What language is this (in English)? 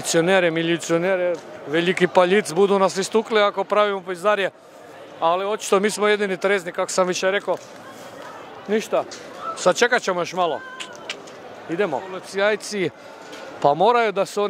Croatian